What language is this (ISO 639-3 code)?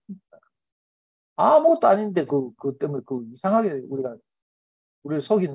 kor